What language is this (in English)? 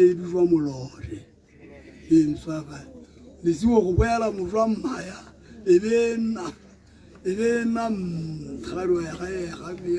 Tswana